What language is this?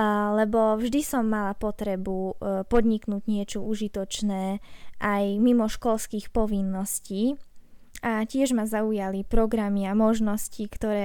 Slovak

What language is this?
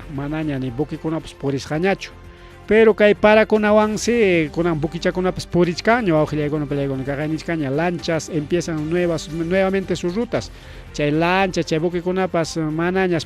Ayacucho Quechua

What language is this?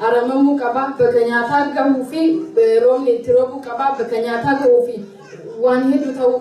Oromo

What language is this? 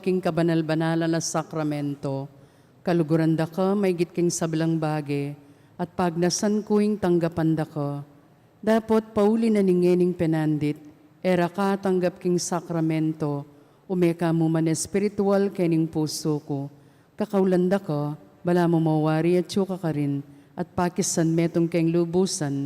Pampanga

